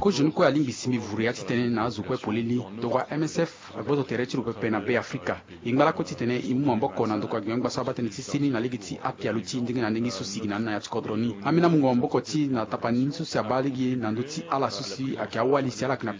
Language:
Sango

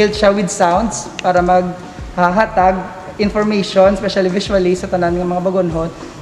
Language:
Hiligaynon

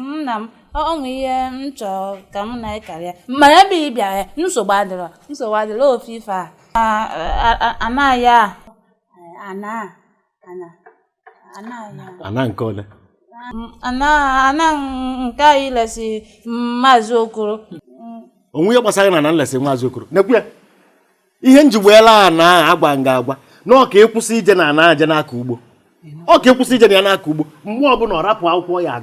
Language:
Igbo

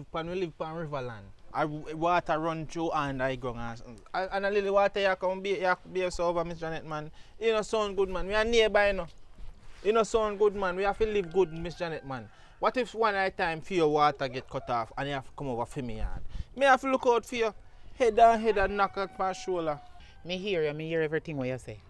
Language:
Jamaican Creole English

